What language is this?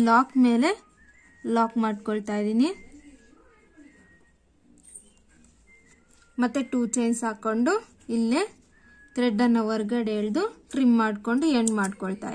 Kannada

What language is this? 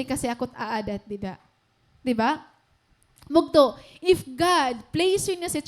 Waray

